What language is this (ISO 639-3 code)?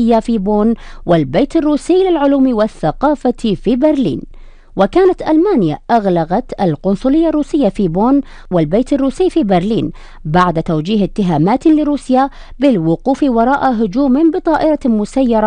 ara